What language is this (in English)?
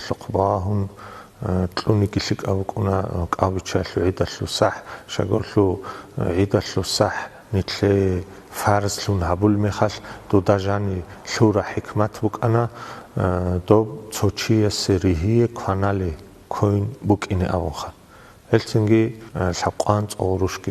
Avaric